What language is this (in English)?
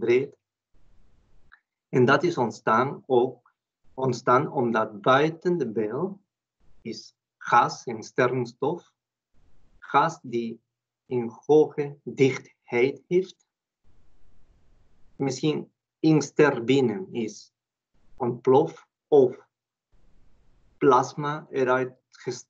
Dutch